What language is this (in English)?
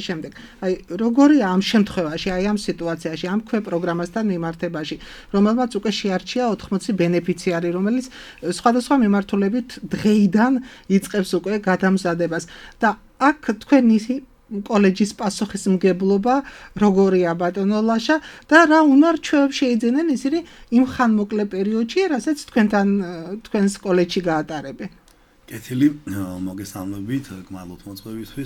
Georgian